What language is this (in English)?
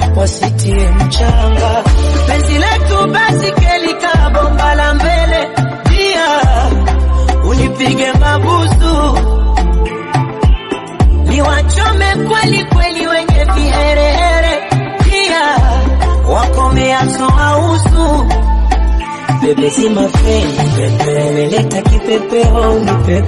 Swahili